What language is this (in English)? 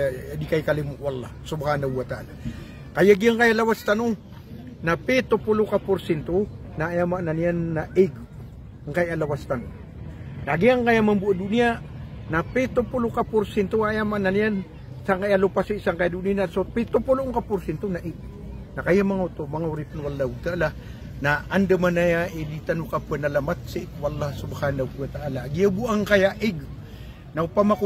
Maranao